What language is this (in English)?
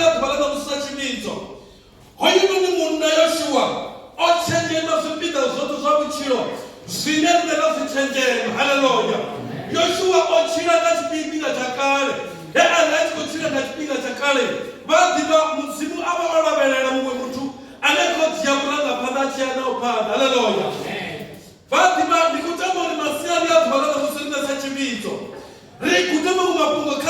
Venda